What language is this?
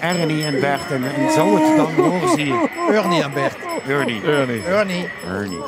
Limburgish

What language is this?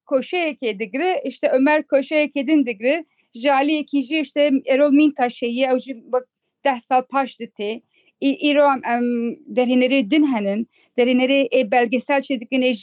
Kurdish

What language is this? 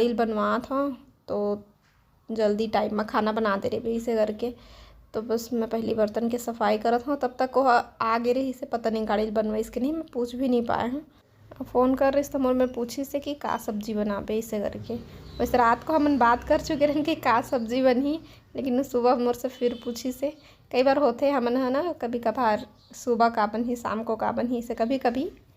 Chhattisgarhi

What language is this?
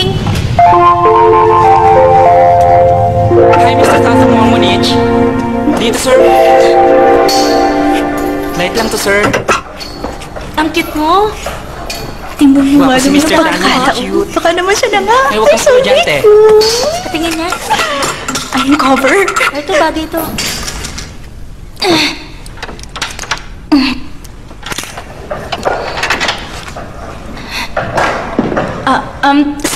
Filipino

